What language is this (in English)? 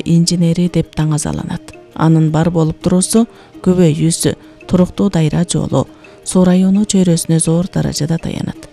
Kyrgyz